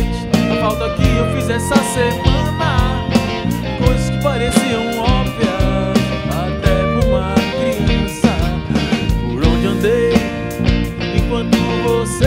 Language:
Portuguese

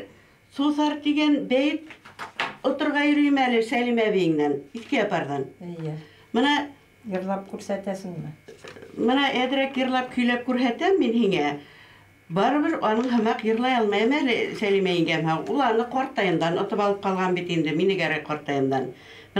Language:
Bashkir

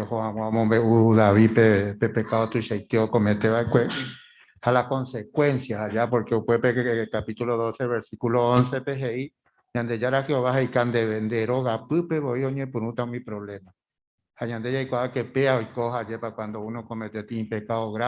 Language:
Guarani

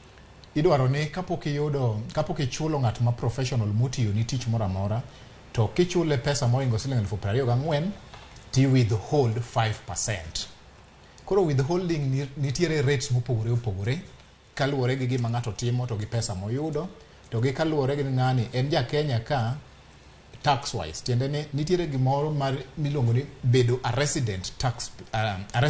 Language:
Luo (Kenya and Tanzania)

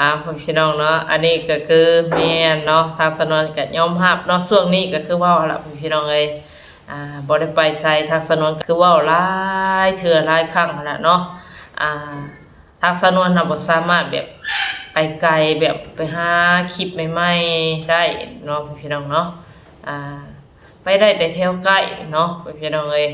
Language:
Northeastern Thai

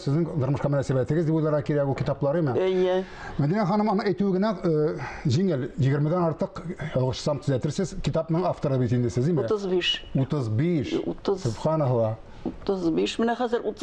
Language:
Tatar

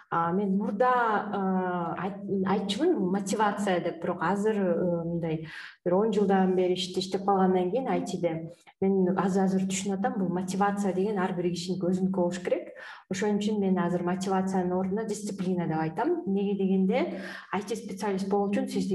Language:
Kyrgyz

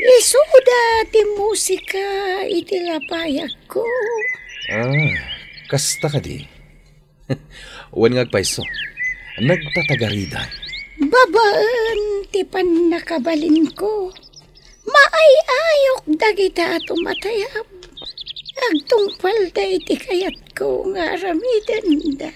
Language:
Iloko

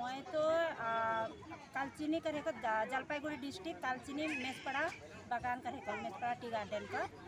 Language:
Sadri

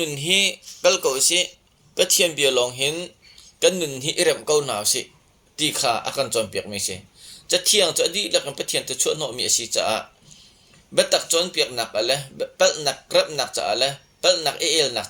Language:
Hakha Chin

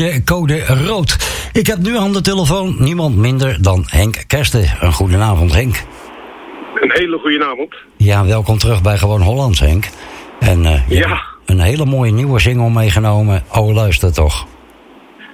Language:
Dutch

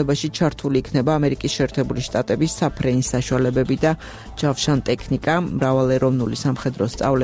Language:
Georgian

